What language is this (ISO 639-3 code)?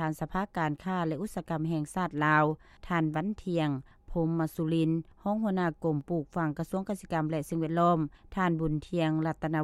lao